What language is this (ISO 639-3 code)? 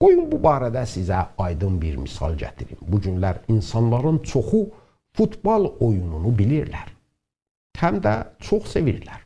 azb